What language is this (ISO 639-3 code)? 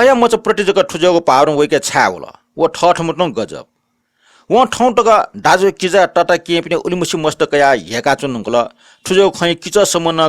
new